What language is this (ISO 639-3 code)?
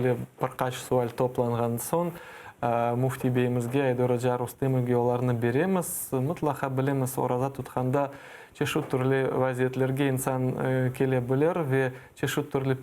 crh